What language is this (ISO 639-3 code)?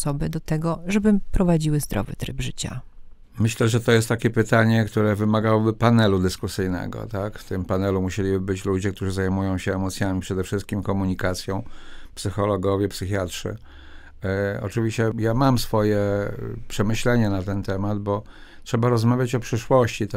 pol